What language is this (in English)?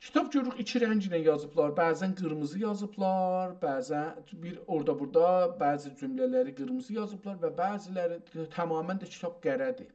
South Azerbaijani